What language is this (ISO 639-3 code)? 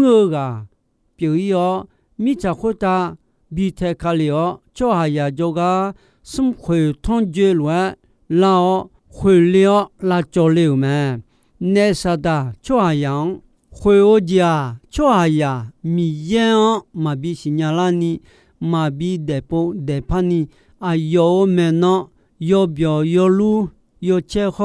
ahk